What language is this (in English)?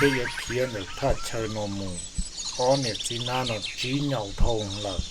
Hmong